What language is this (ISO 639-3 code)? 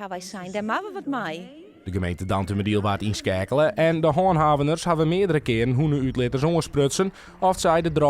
fry